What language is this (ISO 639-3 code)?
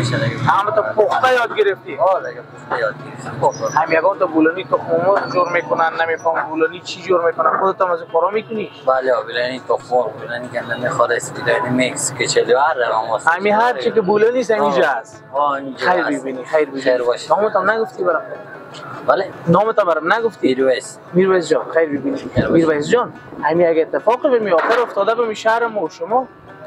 fas